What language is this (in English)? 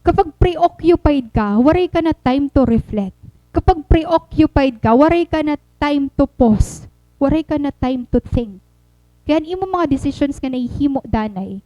Waray